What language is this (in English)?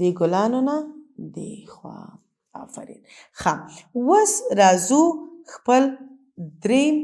Pashto